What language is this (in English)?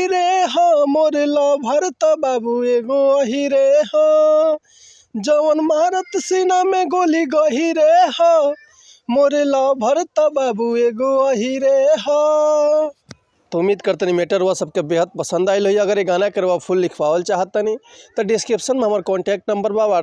Bhojpuri